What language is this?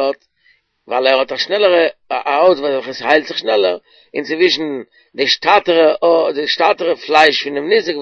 Yiddish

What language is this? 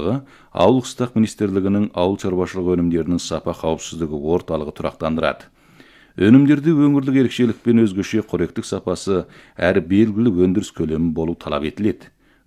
Kazakh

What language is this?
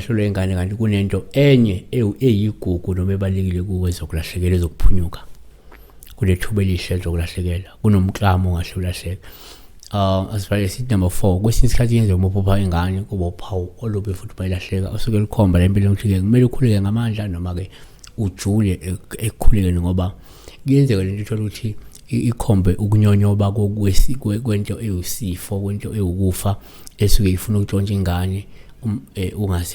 Zulu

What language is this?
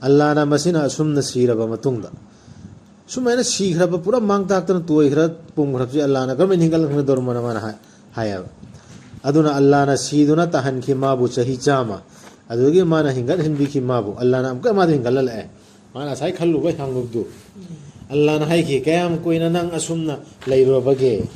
Manipuri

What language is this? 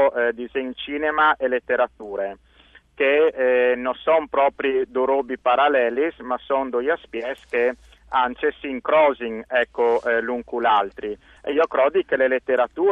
Friulian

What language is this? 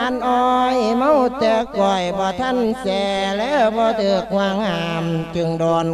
Lao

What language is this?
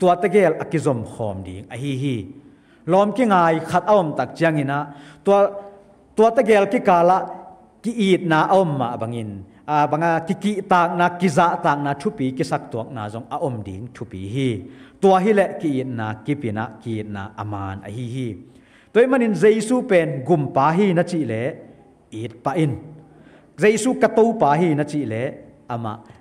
Tedim Chin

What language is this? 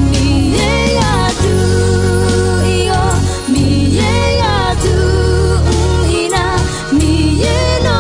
Akha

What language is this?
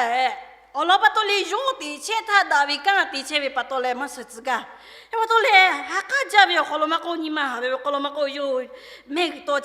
Lahu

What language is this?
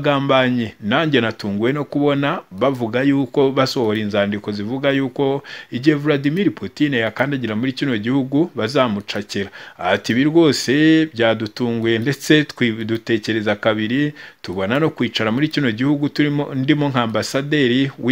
Kinyarwanda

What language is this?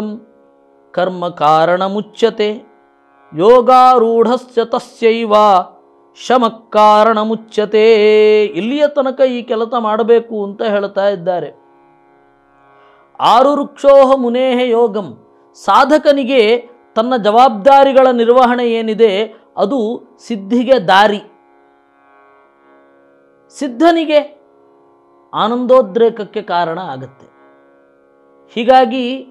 Kannada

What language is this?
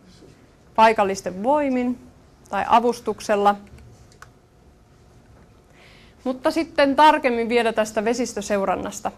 Finnish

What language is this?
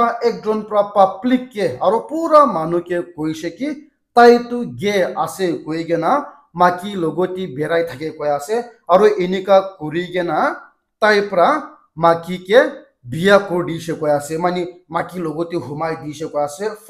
Naga Pidgin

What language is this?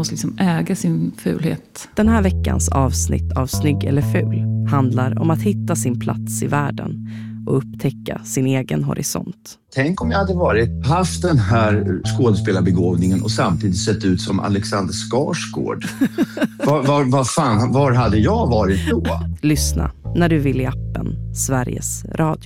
Swedish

